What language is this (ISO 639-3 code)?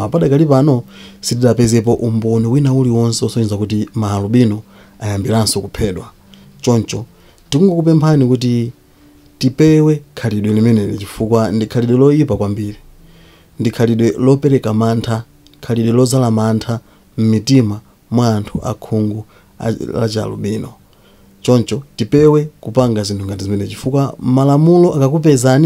nya